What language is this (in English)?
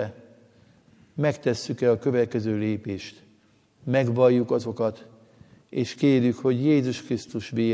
Hungarian